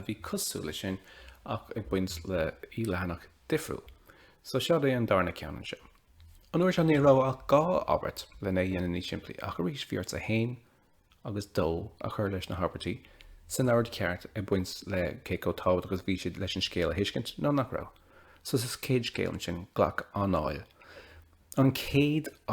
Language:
Irish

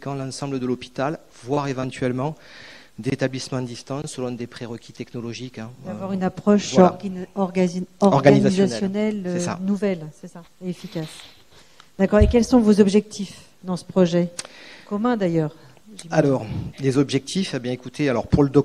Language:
French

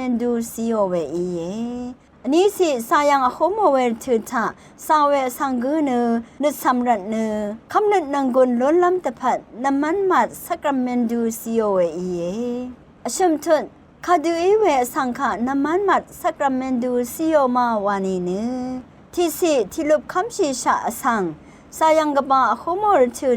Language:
Rawang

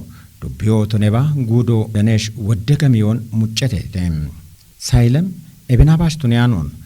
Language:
Kafa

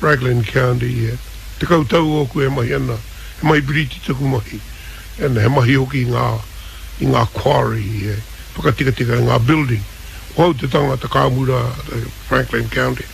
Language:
Māori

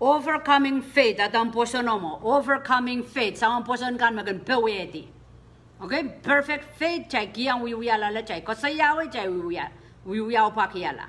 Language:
Pohnpeian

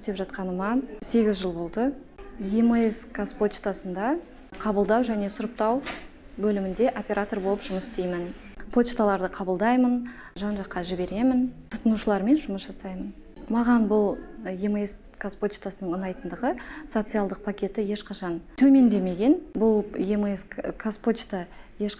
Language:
Kazakh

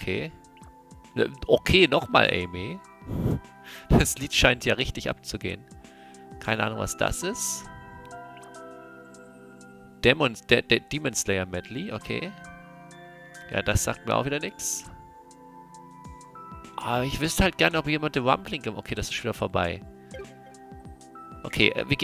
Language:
German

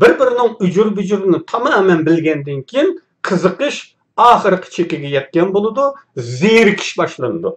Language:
Uyghur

